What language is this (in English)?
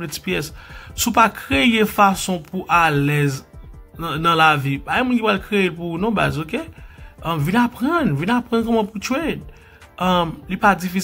Haitian Creole